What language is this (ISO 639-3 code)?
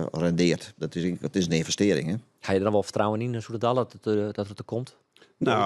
fry